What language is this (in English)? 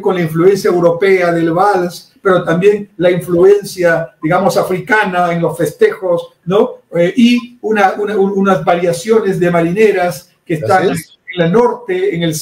Spanish